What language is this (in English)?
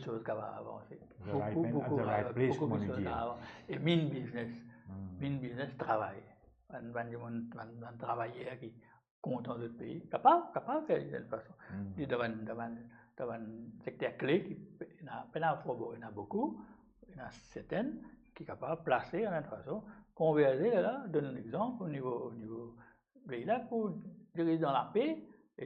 Morisyen